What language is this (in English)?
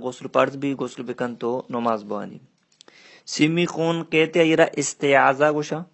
Baluchi